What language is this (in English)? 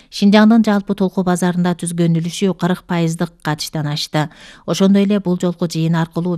Kyrgyz